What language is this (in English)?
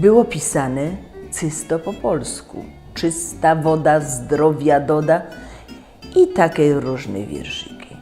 Silesian